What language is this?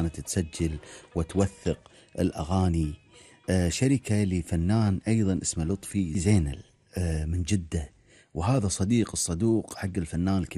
Gulf Arabic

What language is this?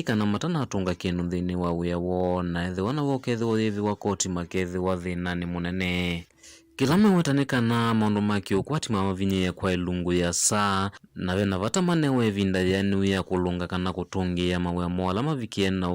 Kamba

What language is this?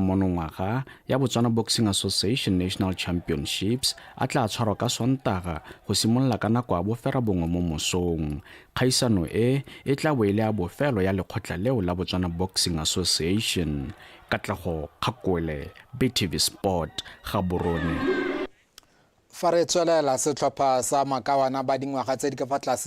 Tswana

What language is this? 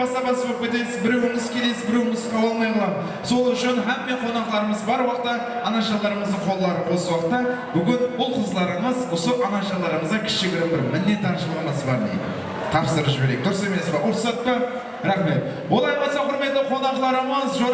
Kara-Kalpak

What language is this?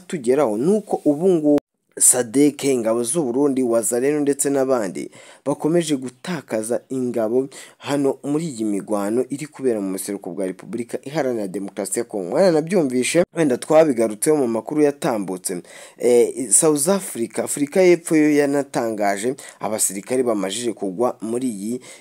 Kinyarwanda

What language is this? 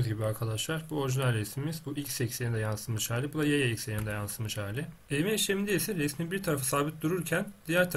Turkish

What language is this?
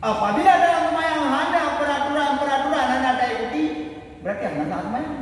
Achinese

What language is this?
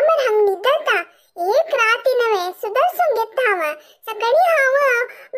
Konkani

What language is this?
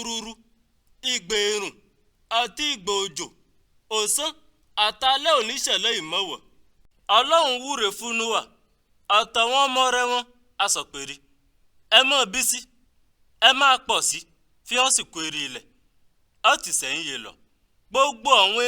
Yoruba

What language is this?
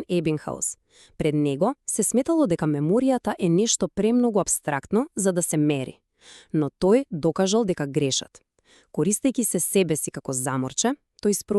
Macedonian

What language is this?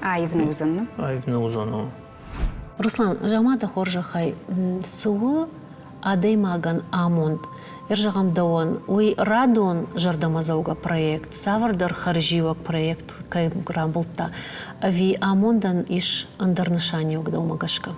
Ossetic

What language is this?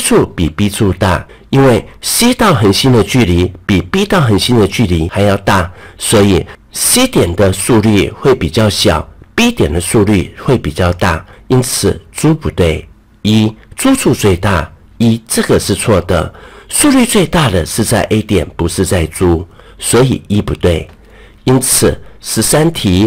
Chinese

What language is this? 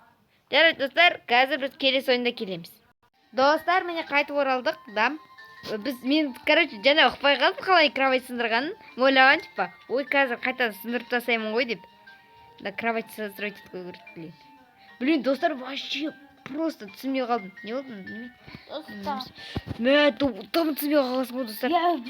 Kazakh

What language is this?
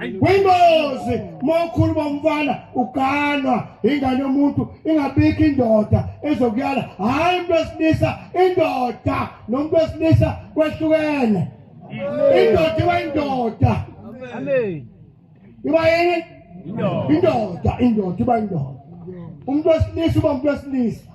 Zulu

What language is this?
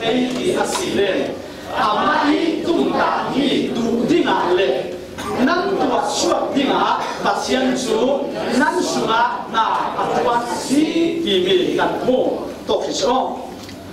Falam Chin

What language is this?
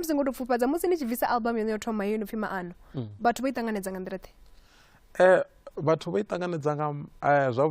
Venda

